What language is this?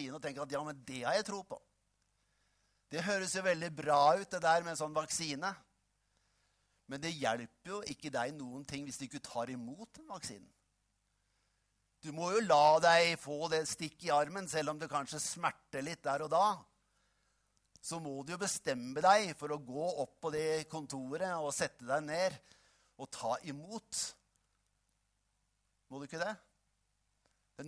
Norwegian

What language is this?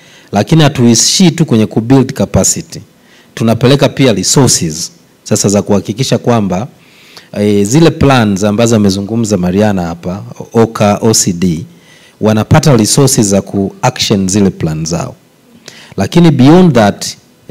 Swahili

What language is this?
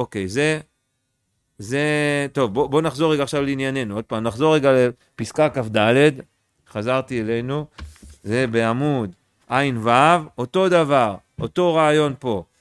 Hebrew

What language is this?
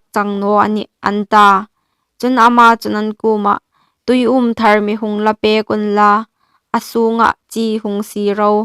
Hmar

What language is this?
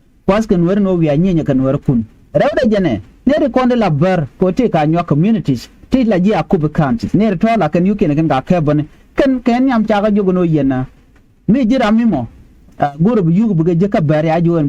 Nuer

